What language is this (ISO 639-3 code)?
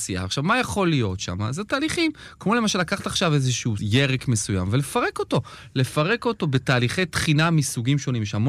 heb